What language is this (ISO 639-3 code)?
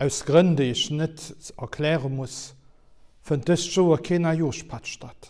ltz